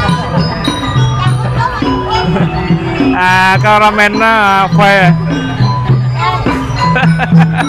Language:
Vietnamese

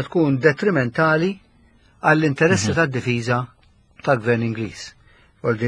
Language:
Maltese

